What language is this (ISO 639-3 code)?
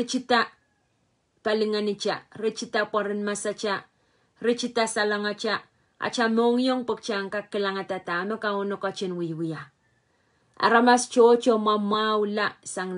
pon